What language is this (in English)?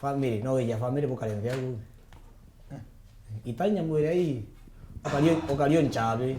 Meru